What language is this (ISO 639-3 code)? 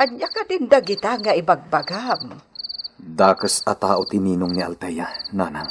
ilo